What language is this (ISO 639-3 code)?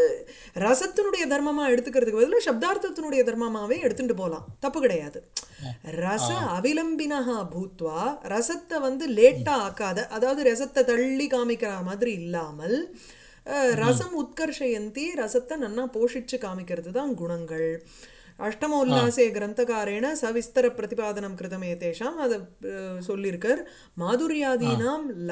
tam